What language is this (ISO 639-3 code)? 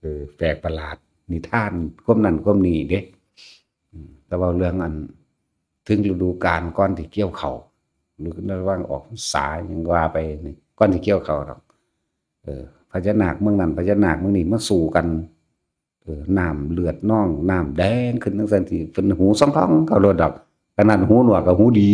tts